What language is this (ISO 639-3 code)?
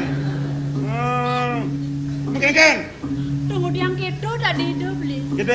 ban